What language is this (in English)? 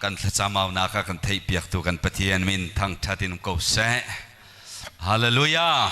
Hakha Chin